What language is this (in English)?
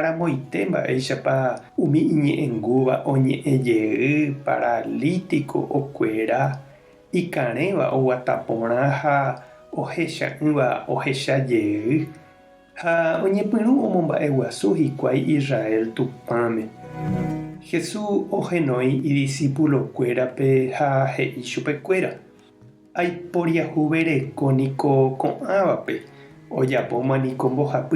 Guarani